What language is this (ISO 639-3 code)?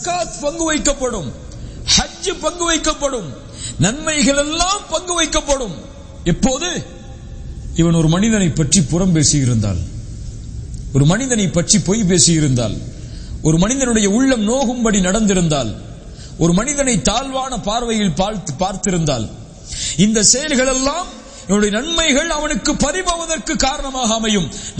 tam